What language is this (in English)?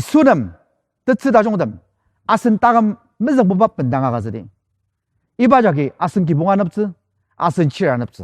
Ao Naga